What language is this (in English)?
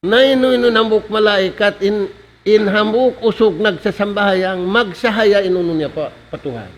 Tausug